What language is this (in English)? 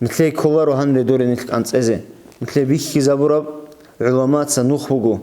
Avaric